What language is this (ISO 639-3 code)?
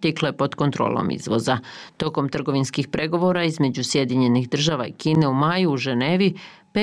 bos